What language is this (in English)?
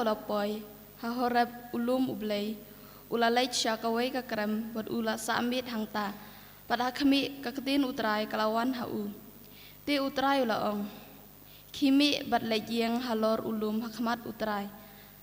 Khasi